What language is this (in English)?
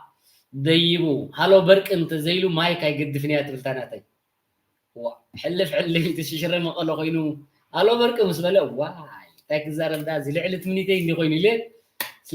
Tigrinya